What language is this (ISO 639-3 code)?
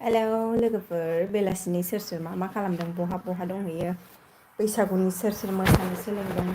brx